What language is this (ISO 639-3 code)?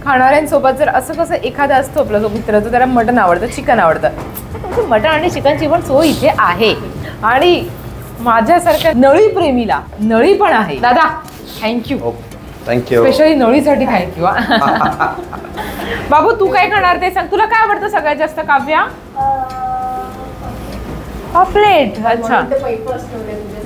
mar